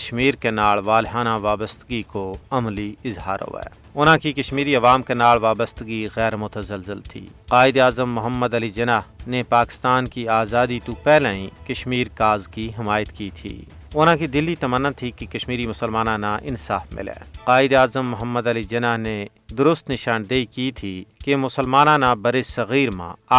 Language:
Gujari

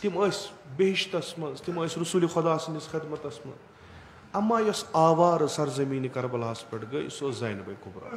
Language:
Kashmiri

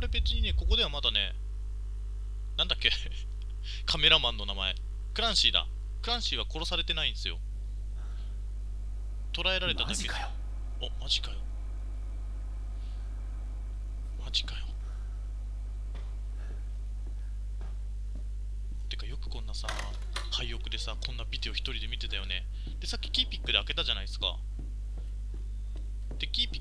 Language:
Japanese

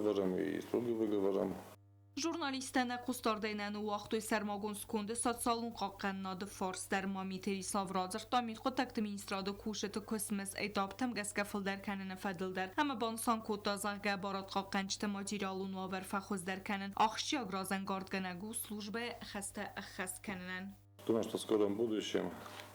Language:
Ossetic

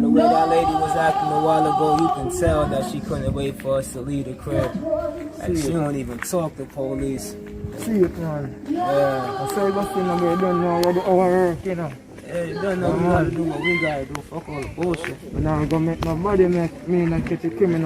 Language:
Jamaican Creole English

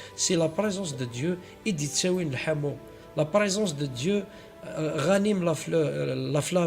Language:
Kabyle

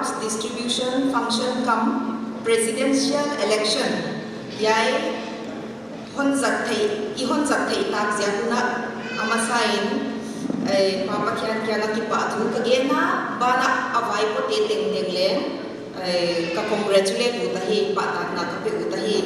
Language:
Paite Chin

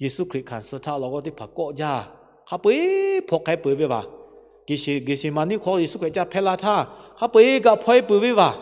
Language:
Lahu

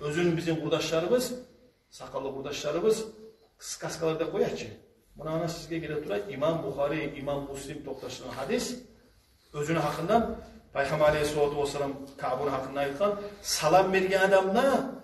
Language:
Kumyk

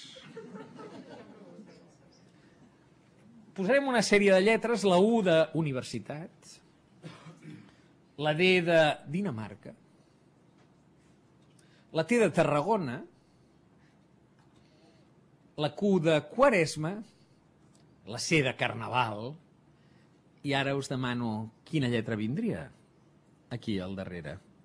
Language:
Catalan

